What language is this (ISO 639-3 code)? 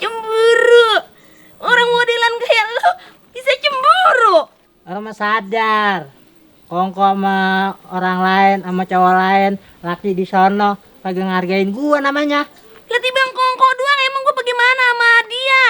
bew